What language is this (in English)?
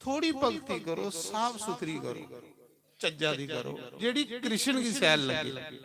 Dogri